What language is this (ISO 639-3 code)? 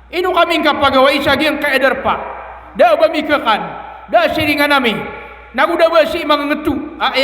mrw